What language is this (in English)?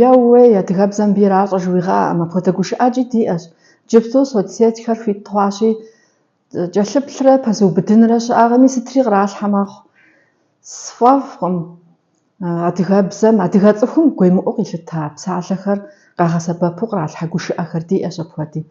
Kabardian